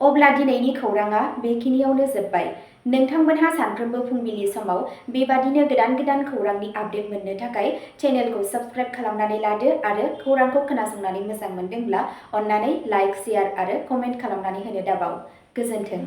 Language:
Bodo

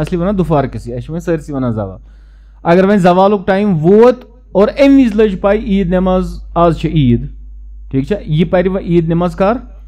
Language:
Kashmiri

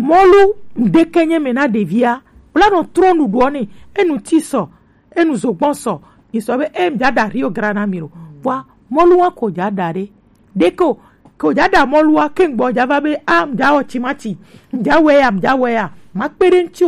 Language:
Gen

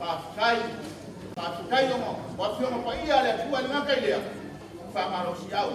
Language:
Samoan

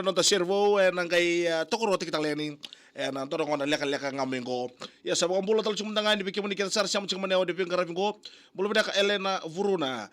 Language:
Fijian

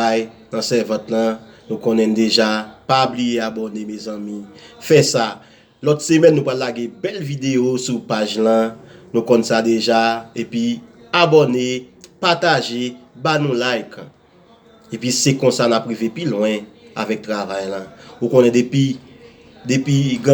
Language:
Haitian Creole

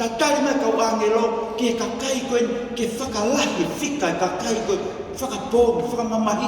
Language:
Tongan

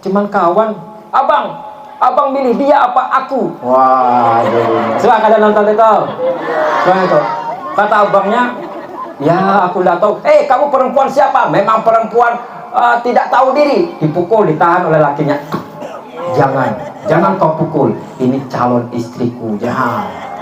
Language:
Banjar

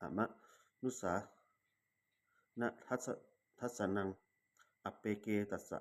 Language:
Pali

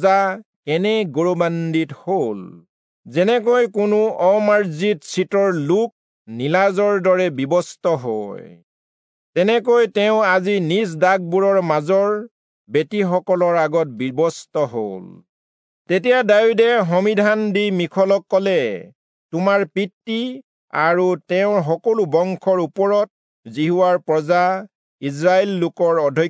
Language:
Assamese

